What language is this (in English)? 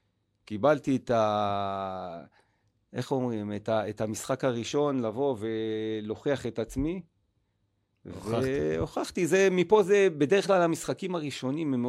Hebrew